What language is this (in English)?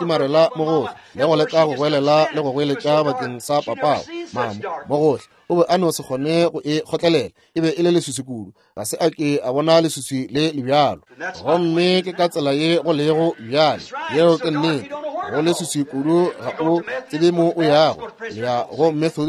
Northern Sotho